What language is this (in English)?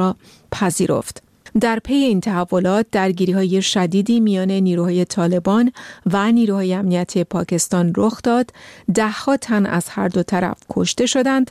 Persian